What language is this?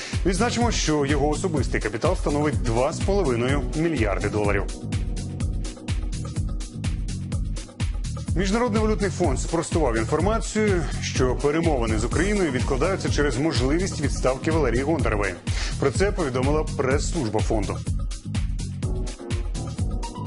Ukrainian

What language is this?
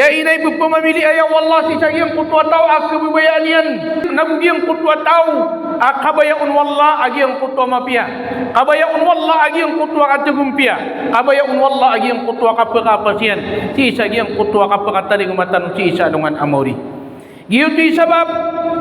Maranao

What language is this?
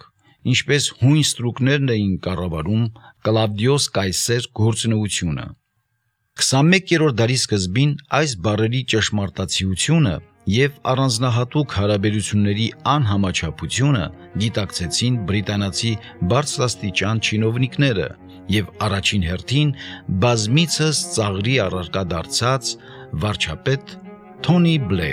Armenian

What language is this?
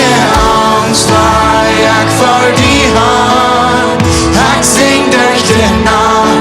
Plautdietsch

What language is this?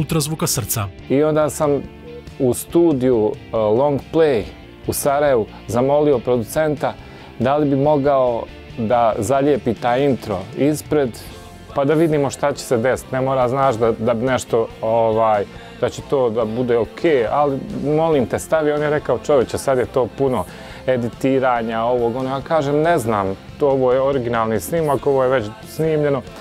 Croatian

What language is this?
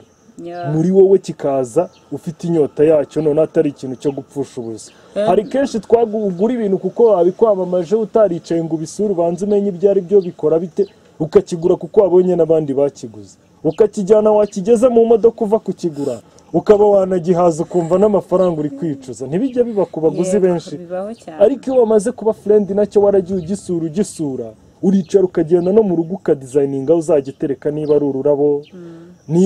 Kinyarwanda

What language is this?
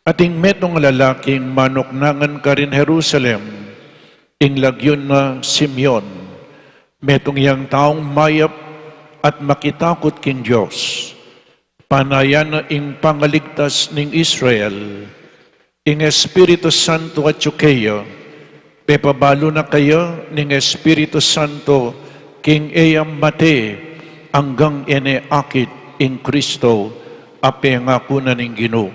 Pampanga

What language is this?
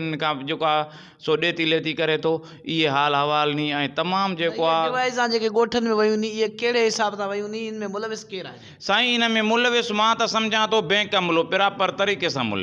Sindhi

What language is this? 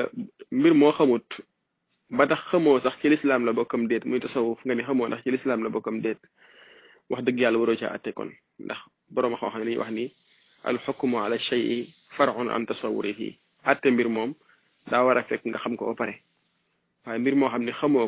Wolof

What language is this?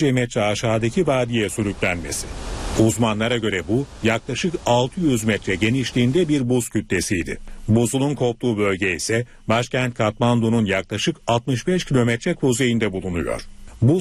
Turkish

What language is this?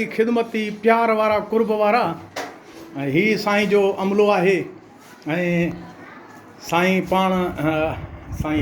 Sindhi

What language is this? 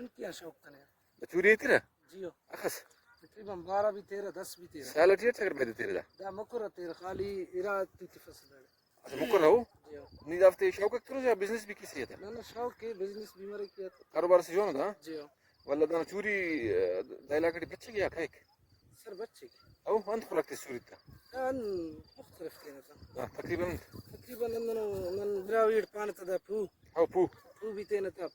Brahui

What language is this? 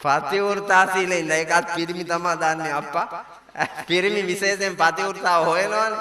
Sinhala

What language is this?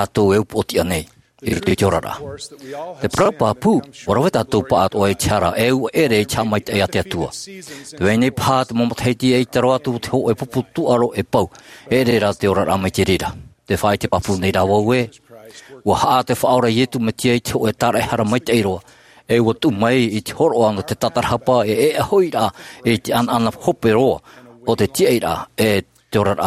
Tahitian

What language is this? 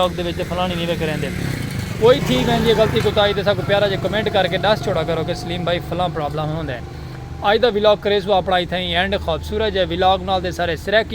Saraiki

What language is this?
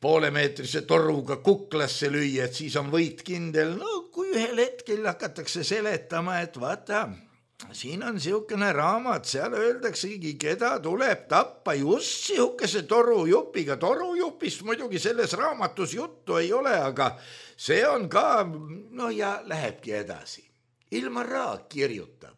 Estonian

